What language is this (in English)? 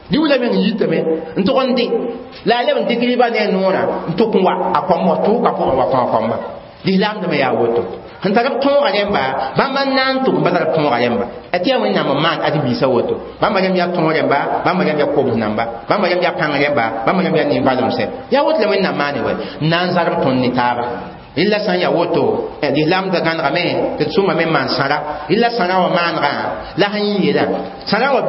Mossi